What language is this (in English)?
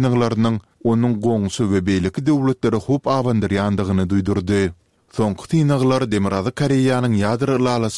Turkmen